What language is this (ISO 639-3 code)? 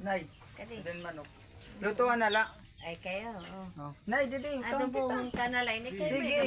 war